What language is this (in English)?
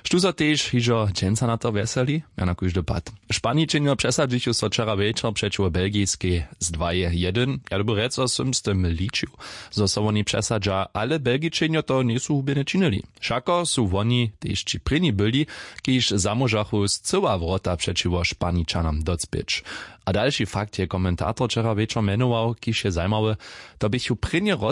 Upper Sorbian